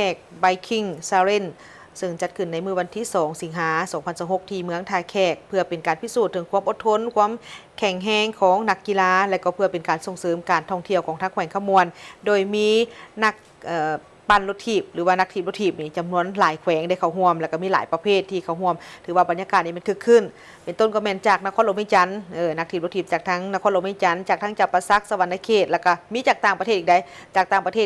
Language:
Lao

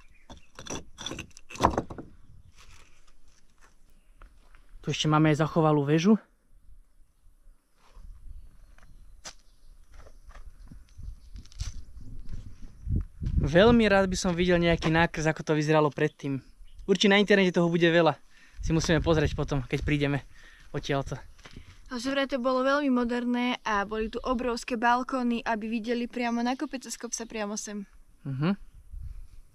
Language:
Slovak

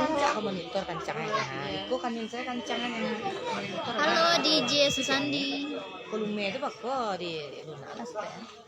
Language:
Minangkabau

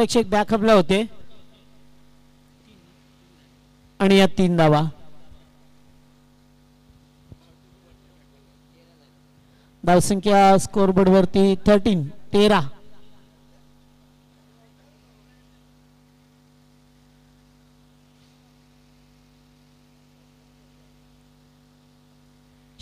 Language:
Marathi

